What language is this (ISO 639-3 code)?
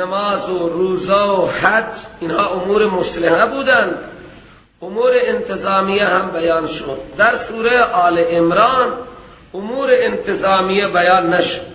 fas